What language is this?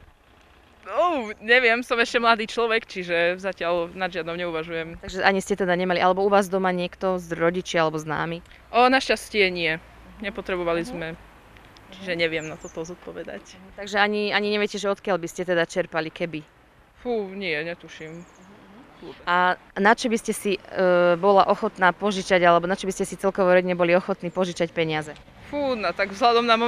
Slovak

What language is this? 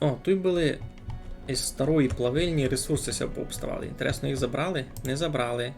Rusyn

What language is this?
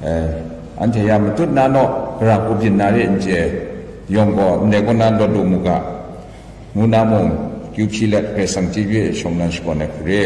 Kachin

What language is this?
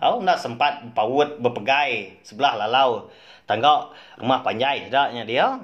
Iban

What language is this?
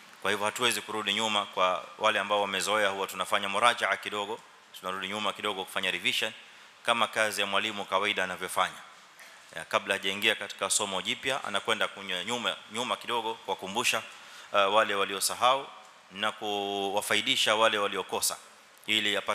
Swahili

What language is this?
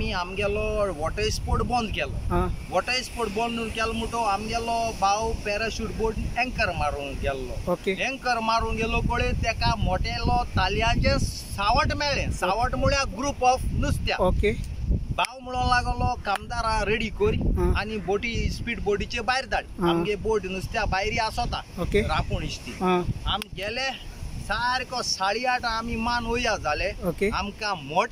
Konkani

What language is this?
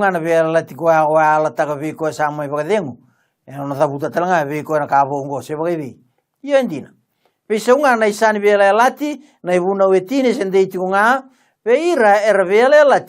Fijian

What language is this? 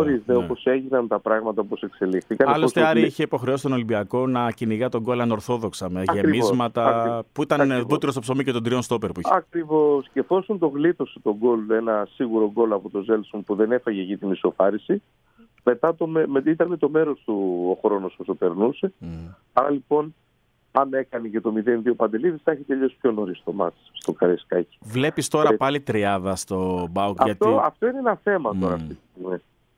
Greek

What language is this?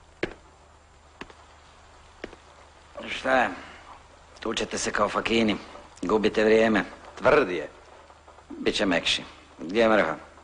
Croatian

